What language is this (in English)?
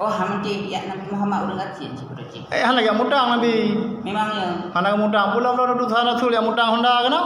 Achinese